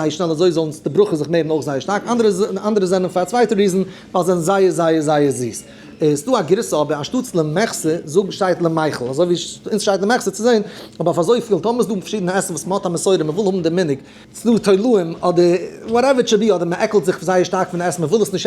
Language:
Yiddish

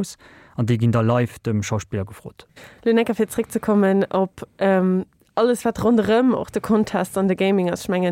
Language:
Luxembourgish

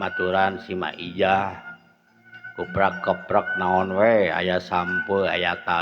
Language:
Sundanese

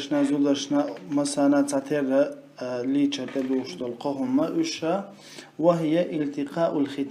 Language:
Chechen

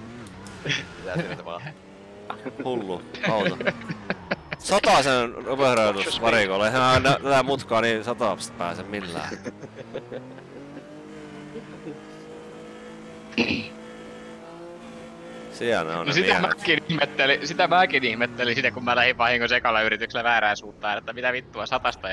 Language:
Finnish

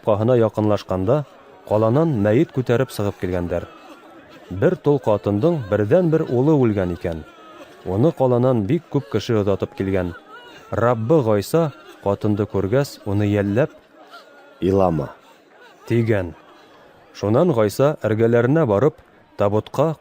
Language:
Bashkir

